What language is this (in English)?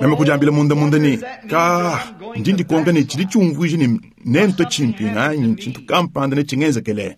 Luba-Lulua